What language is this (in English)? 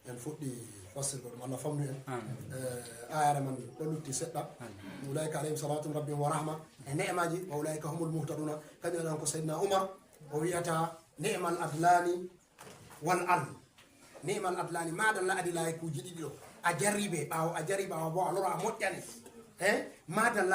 Fula